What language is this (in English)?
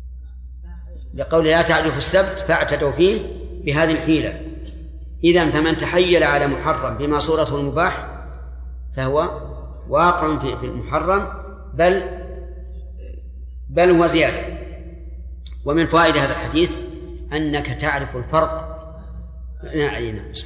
Arabic